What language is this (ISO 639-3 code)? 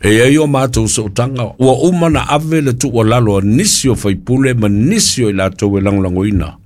smo